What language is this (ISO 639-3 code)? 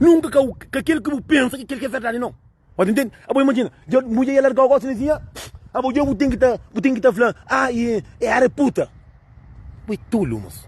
kea